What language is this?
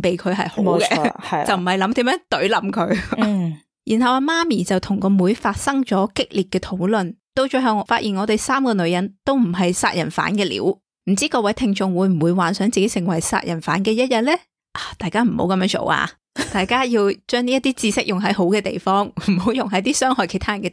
Cantonese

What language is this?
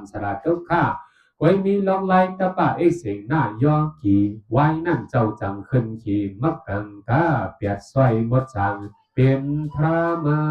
Shan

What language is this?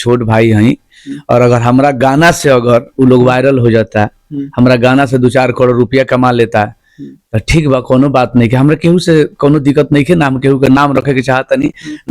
Bhojpuri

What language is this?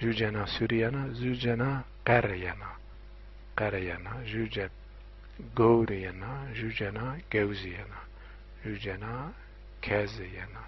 Zaza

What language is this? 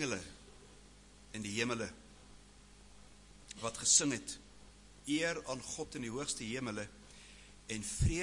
Afrikaans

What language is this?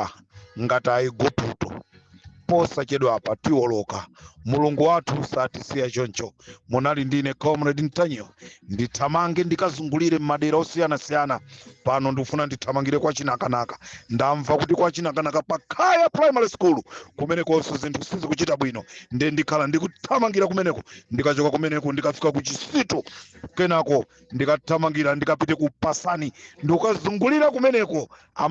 Nyanja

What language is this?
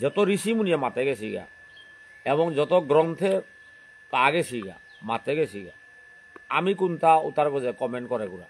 Bishnupriya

